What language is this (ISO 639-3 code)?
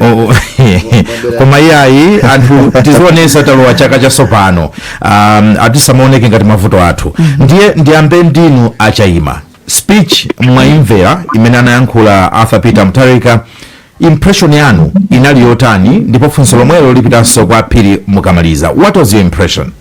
nya